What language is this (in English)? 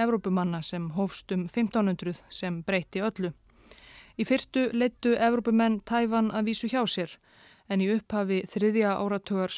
Icelandic